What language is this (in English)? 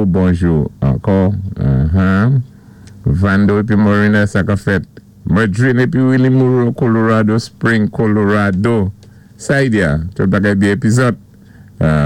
Saint Lucian Creole French